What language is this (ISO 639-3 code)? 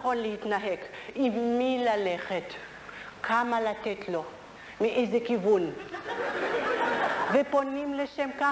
heb